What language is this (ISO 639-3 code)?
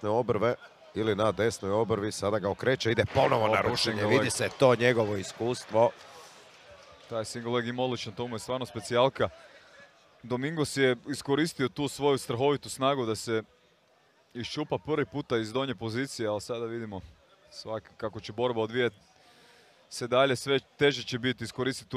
hrv